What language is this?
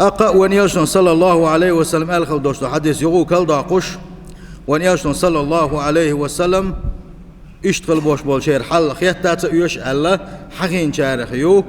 Chechen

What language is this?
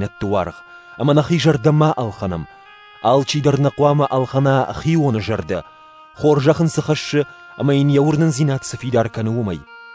Ossetic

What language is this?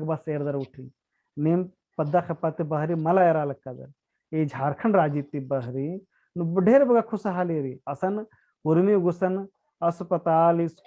Kurukh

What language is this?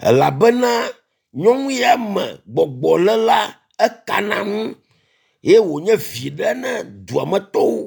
Ewe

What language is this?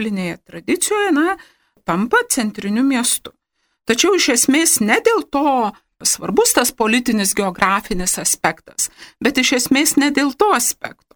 Lithuanian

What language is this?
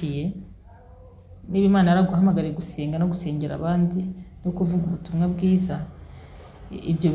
Kinyarwanda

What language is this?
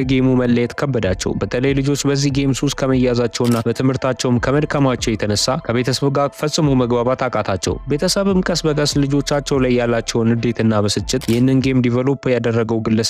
Amharic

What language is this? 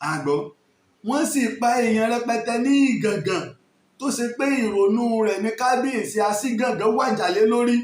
Yoruba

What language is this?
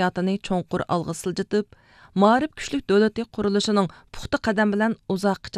Uyghur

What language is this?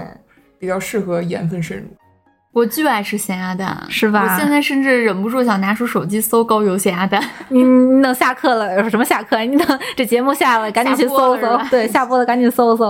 Chinese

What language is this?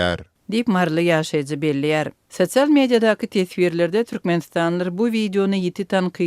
Turkmen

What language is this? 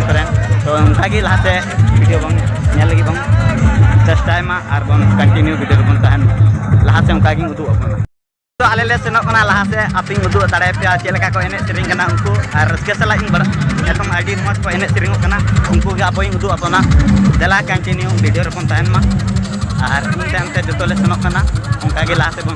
Santali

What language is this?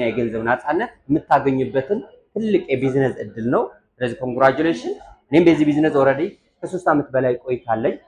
Amharic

